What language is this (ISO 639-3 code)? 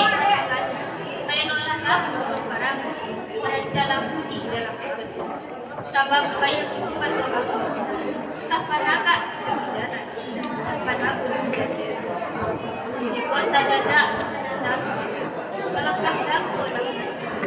min